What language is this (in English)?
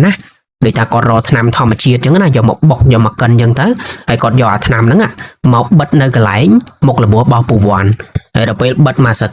Khmer